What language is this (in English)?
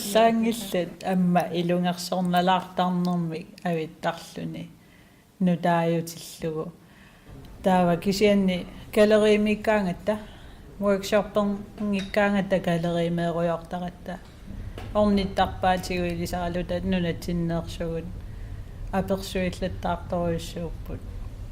Kalaallisut